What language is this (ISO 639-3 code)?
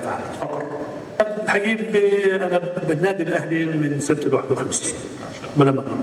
apc